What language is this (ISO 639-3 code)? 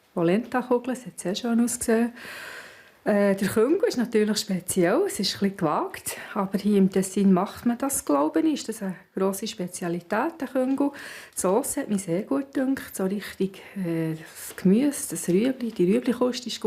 gsw